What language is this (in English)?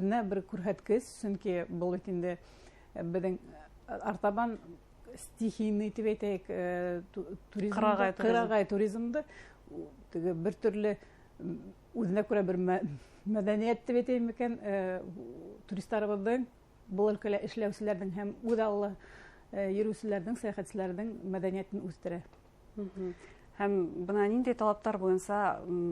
Bashkir